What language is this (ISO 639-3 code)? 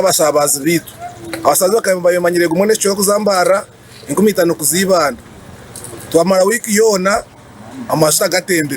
nyn